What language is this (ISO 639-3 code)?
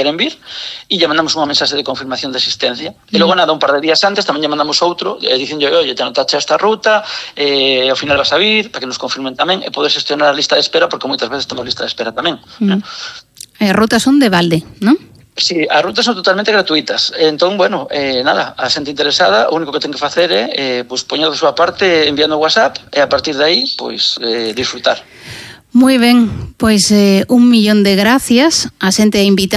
glg